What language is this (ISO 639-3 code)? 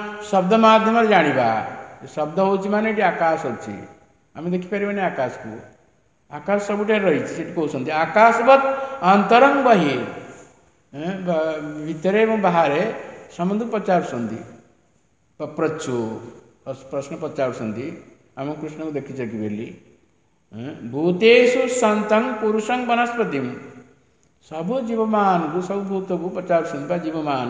ori